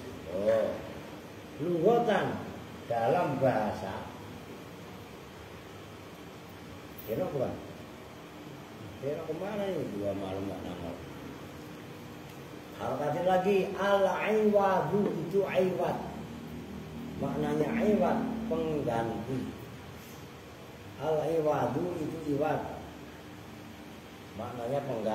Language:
Indonesian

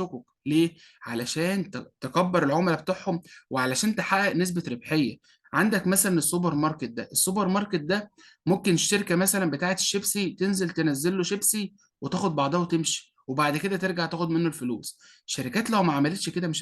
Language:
Egyptian Arabic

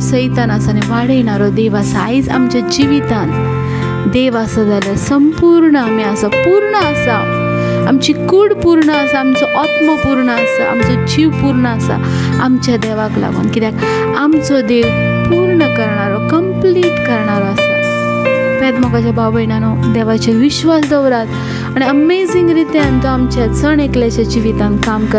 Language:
Konkani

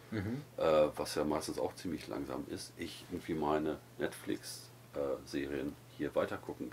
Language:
German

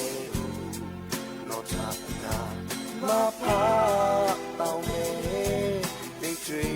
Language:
Lahu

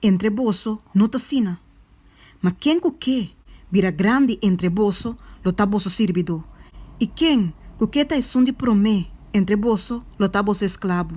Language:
Papiamento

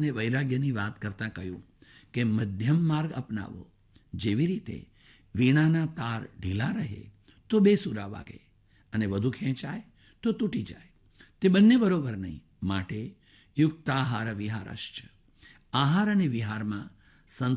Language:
Gujarati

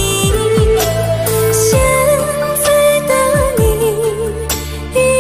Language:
Chinese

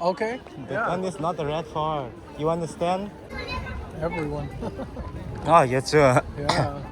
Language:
Mizo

